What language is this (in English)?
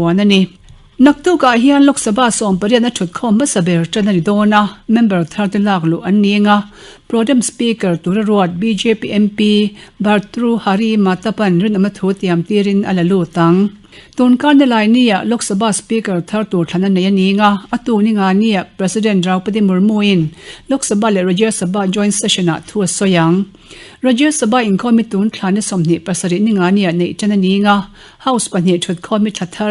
Mizo